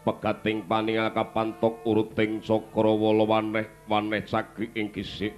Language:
Javanese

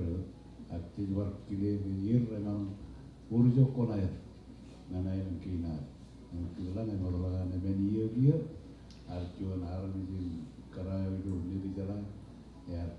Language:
Marshallese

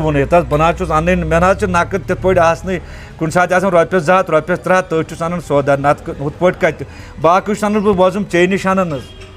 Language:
Kashmiri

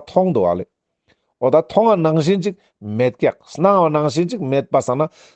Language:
Ladakhi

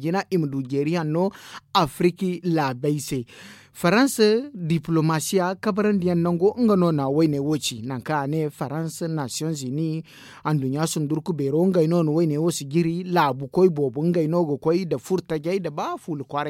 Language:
Zarma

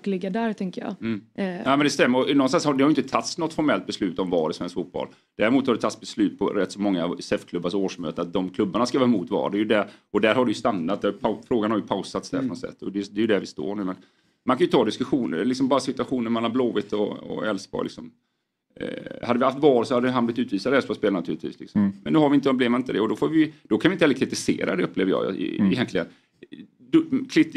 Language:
Swedish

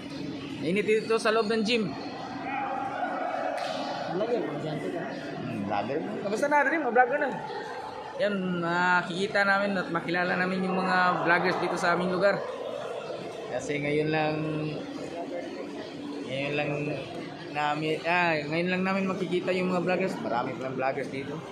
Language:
Filipino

